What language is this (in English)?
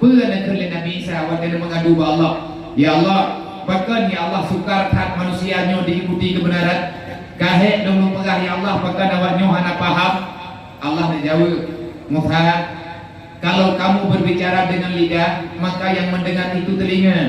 Achinese